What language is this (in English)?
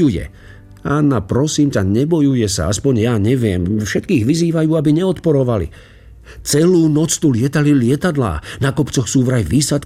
Slovak